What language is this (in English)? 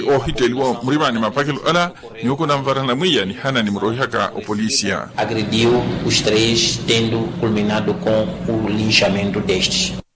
Makhuwa